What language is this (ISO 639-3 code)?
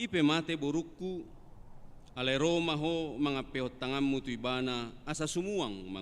bbc